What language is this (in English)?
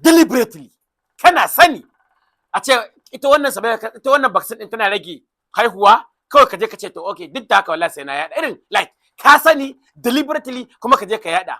Hausa